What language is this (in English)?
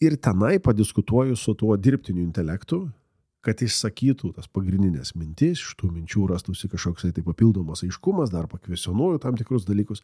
Lithuanian